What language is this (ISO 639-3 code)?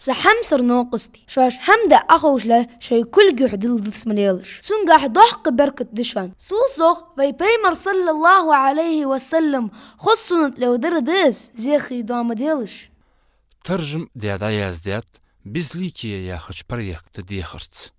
inh